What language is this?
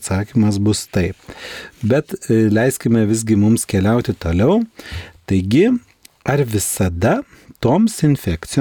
Lithuanian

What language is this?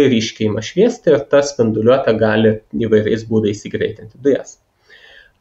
Lithuanian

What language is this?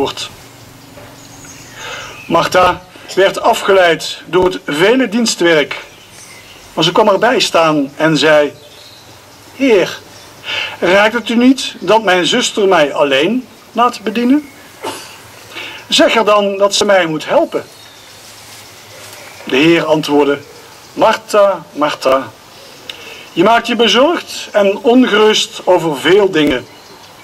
Dutch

